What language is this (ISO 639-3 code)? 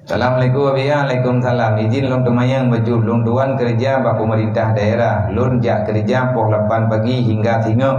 ace